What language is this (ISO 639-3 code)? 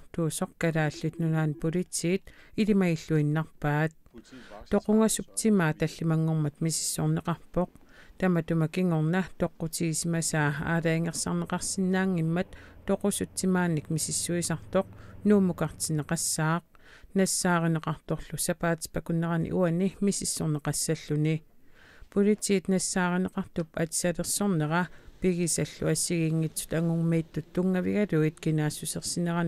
kal